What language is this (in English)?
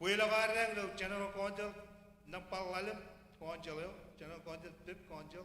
Marshallese